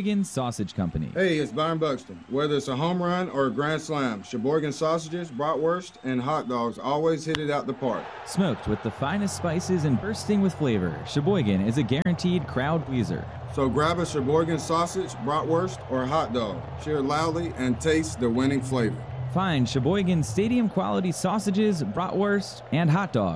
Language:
English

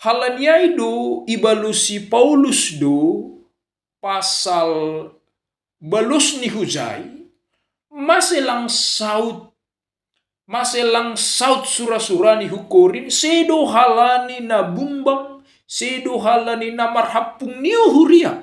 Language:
Batak Simalungun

